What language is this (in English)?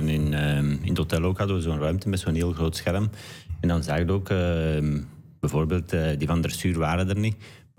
Dutch